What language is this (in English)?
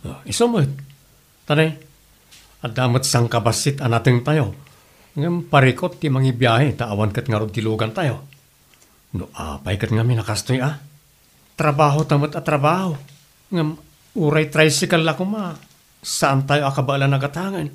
Iloko